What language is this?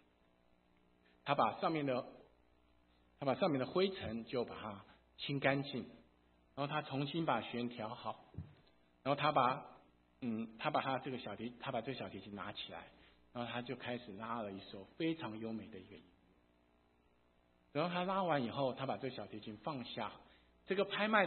Chinese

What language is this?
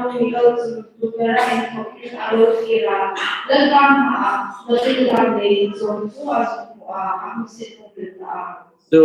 Hmar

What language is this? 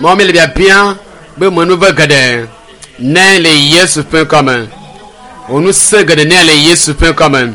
Ewe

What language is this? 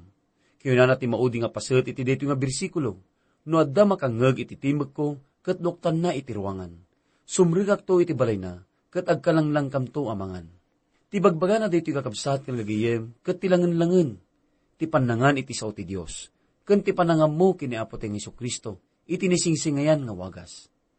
Iloko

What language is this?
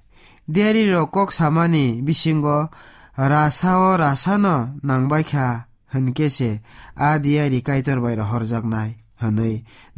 Kok Borok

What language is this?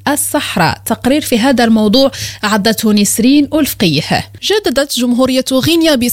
Arabic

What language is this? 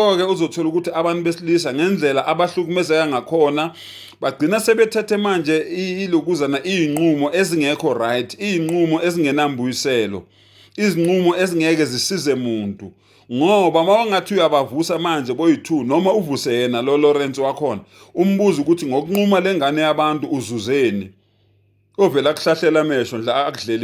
Zulu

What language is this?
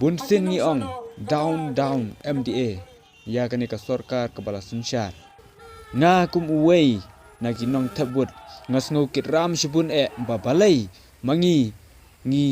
Khasi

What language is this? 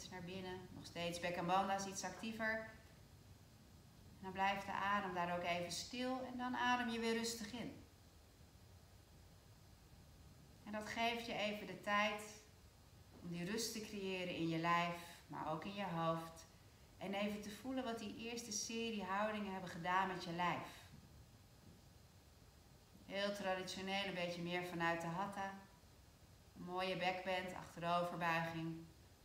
Dutch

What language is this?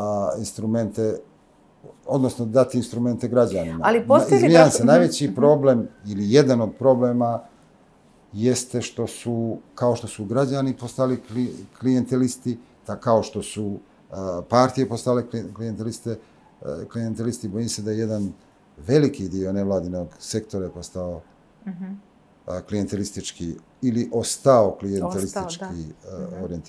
Serbian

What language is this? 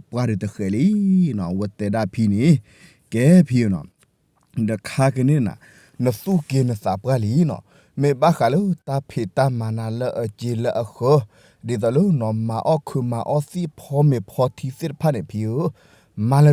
S'gaw Karen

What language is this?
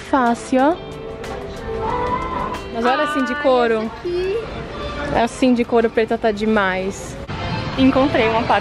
Portuguese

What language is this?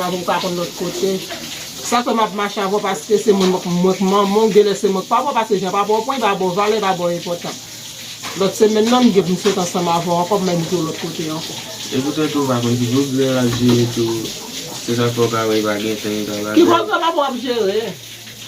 Haitian Creole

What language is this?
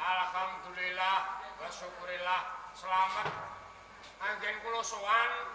Javanese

